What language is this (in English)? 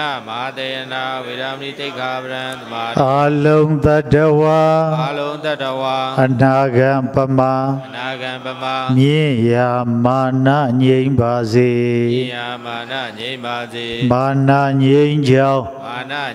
Burmese